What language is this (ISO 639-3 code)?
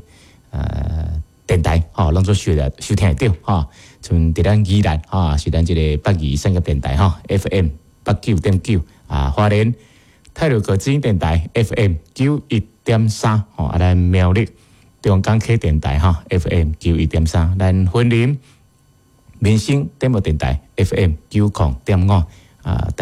nan